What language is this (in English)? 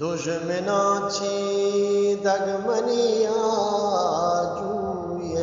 Eastern Balochi